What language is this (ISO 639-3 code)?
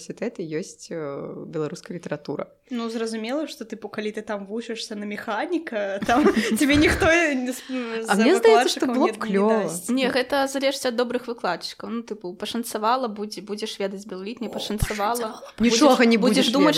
bel